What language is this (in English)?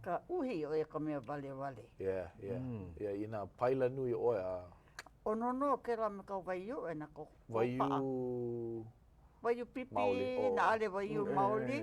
Hawaiian